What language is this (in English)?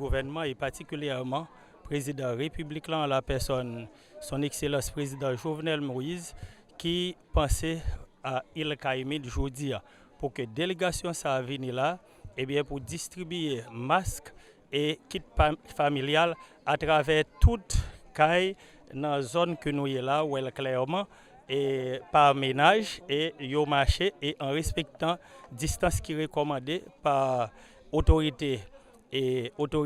Haitian Creole